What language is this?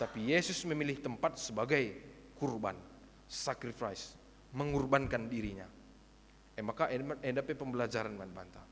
Batak Karo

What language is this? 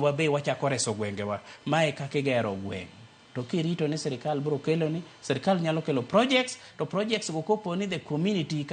Luo (Kenya and Tanzania)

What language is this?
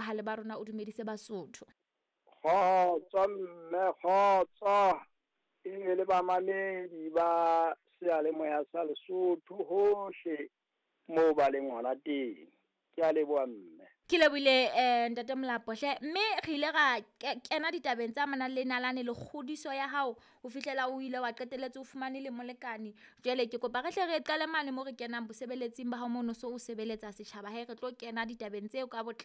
Southern Sotho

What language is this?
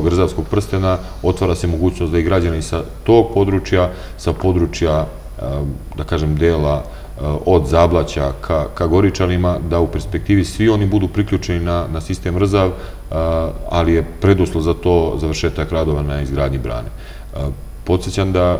Serbian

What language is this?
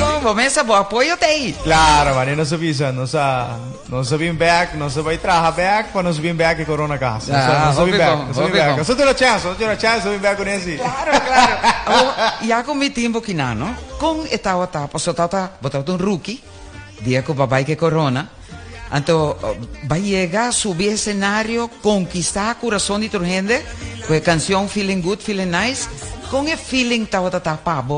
Papiamento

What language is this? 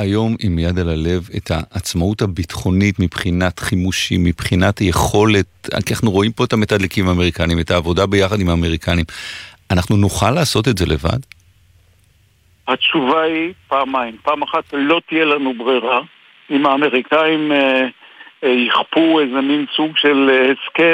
Hebrew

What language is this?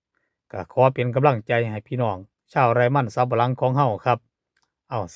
Lao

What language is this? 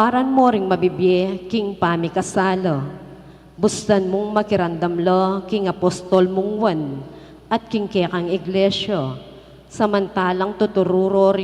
Pampanga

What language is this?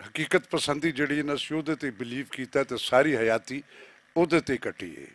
Western Panjabi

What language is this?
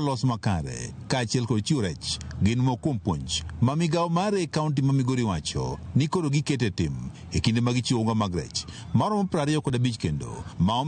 Luo (Kenya and Tanzania)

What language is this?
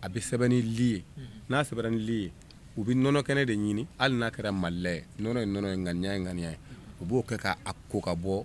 Bambara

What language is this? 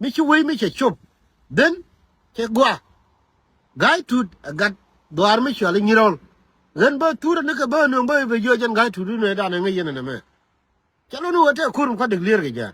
Nuer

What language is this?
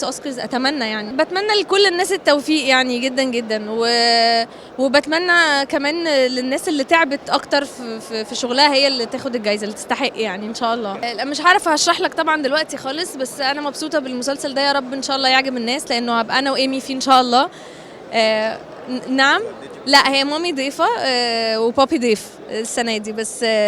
Egyptian Arabic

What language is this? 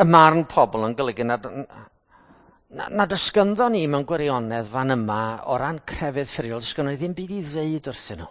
Welsh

